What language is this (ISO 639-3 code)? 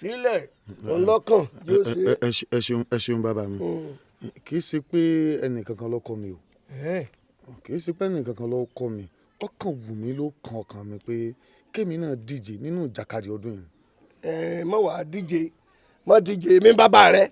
yor